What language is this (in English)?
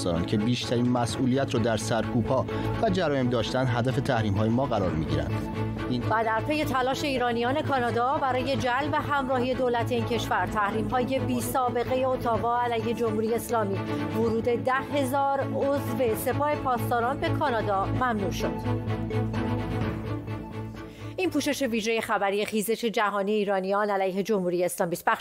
Persian